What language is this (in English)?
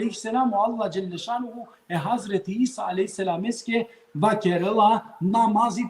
Balkan Romani